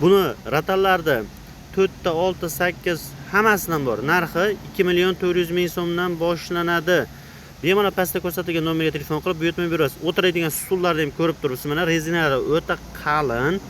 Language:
Uzbek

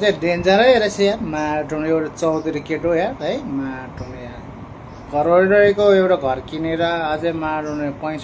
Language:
Nepali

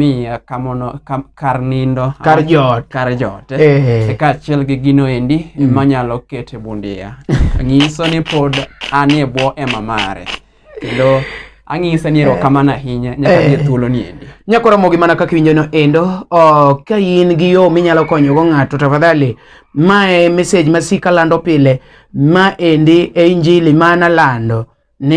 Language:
Luo (Kenya and Tanzania)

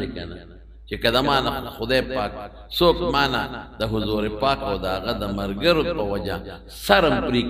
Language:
Pashto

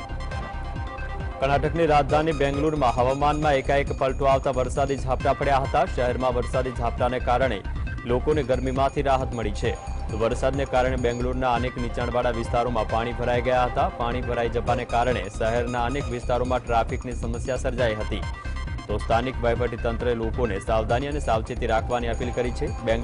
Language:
Gujarati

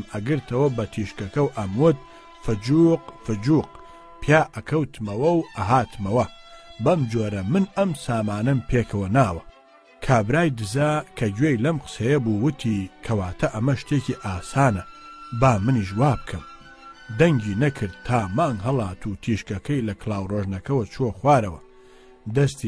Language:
Central Kurdish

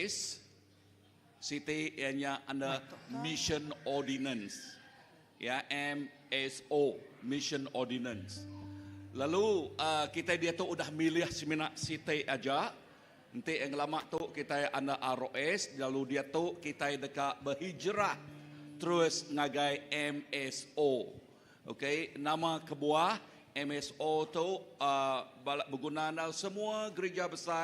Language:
Iban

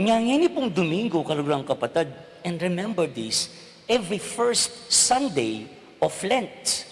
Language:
Pampanga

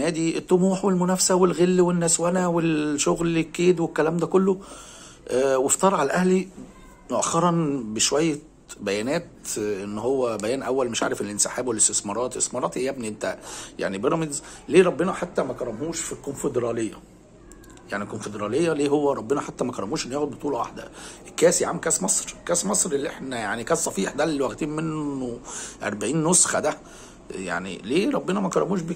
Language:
Egyptian Arabic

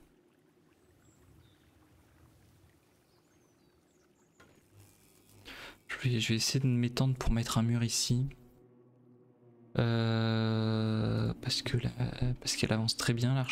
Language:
French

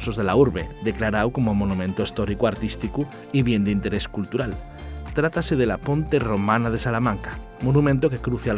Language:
Asturian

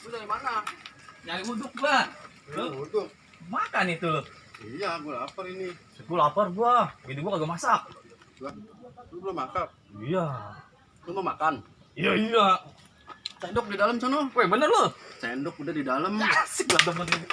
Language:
Betawi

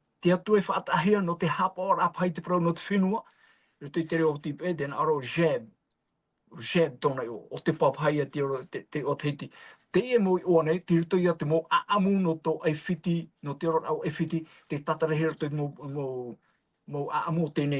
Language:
Tahitian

